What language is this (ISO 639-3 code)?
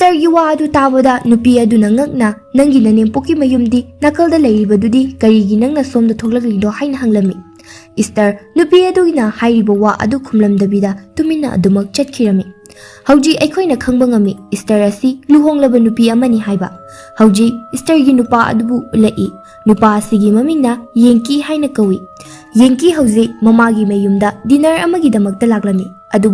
mni